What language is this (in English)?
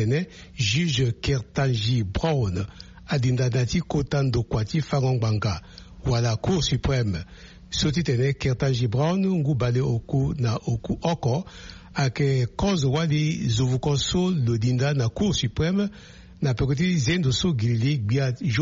Sango